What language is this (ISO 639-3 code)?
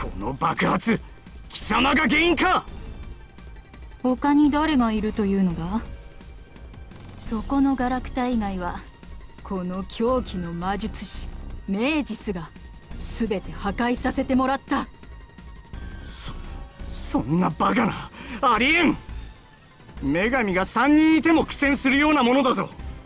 jpn